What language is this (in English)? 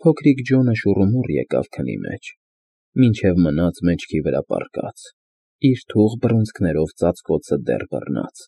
Armenian